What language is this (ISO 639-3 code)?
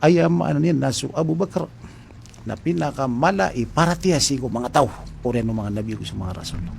mrw